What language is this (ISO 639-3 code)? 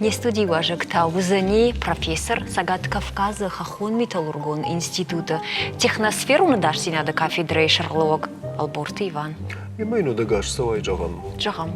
oss